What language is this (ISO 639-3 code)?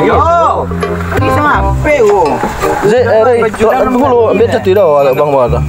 min